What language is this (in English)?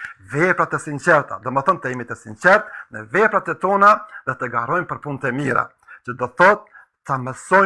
Albanian